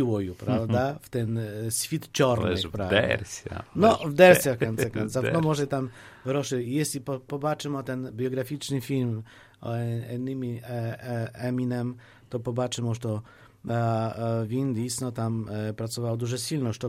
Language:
Polish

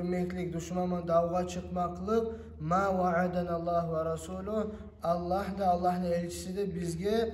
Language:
Kumyk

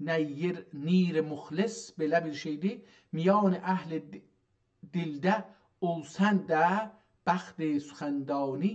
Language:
South Azerbaijani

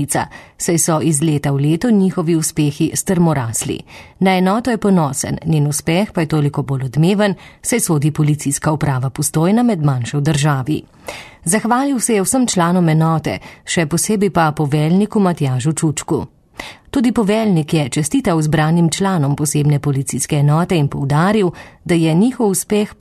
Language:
Slovenian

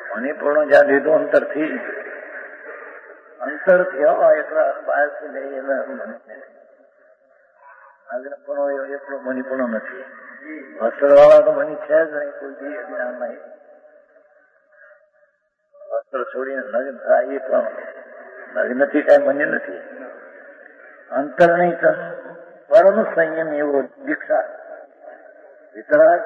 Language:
Gujarati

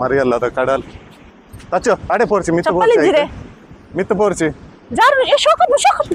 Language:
Tulu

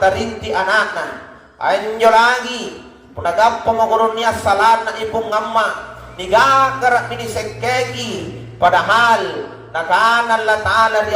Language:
Makasar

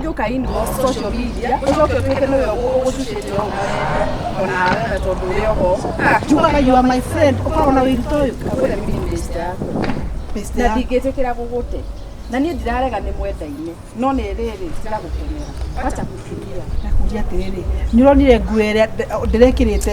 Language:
Kikuyu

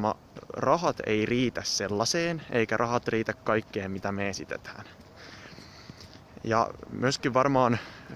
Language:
Finnish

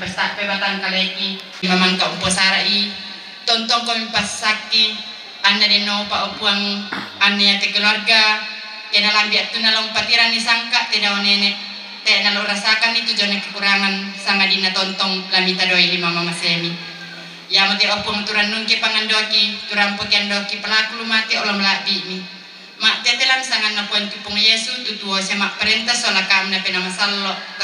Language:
Toraja-Sa'dan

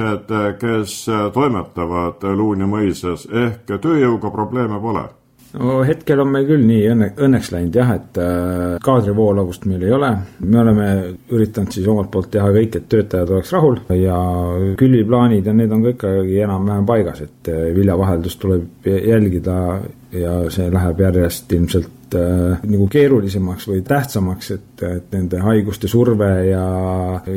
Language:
Estonian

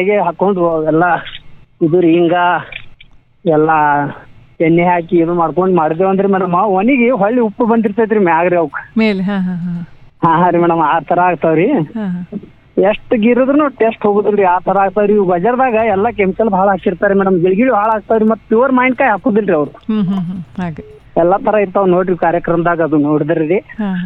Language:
Kannada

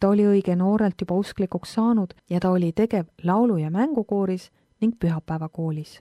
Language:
Estonian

